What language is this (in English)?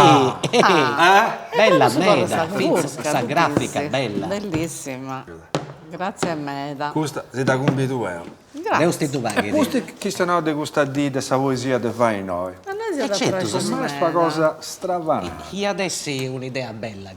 Sardinian